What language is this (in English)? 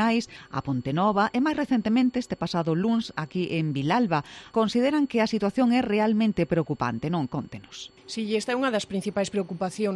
Galician